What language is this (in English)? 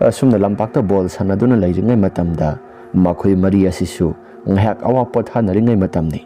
Manipuri